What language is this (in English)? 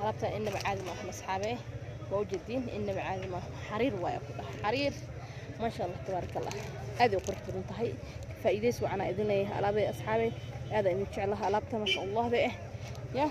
Somali